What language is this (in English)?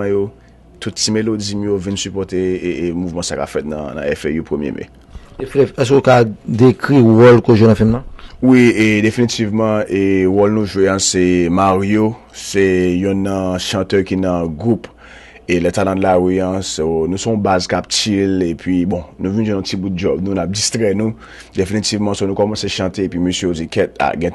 Haitian Creole